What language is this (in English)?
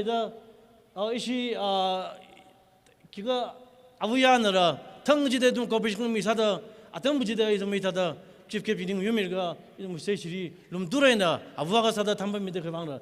Tangkhul Naga (India)